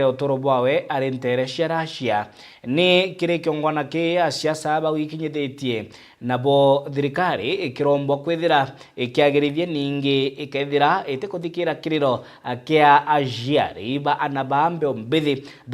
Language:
Meru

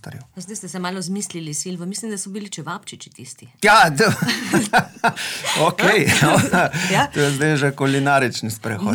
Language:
Slovenian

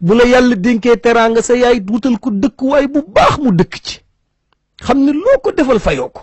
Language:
Wolof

